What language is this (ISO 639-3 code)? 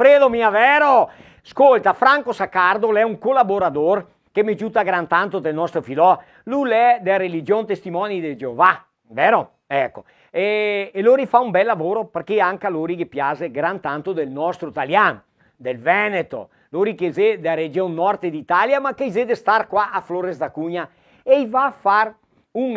vec